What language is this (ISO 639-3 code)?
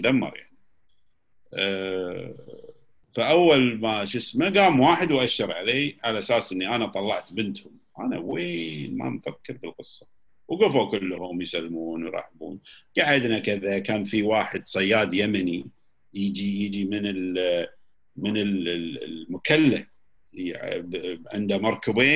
afb